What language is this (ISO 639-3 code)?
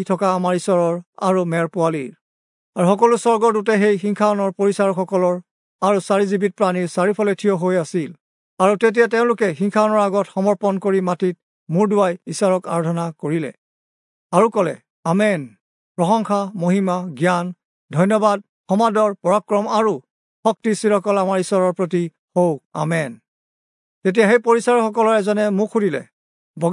asm